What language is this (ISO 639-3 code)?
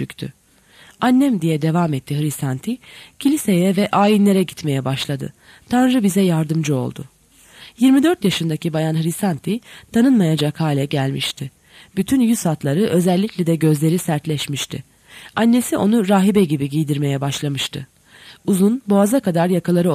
tur